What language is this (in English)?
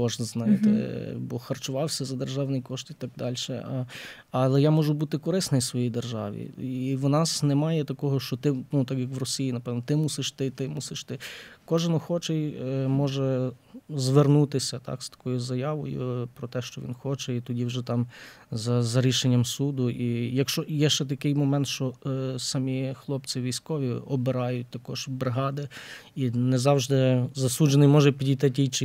Ukrainian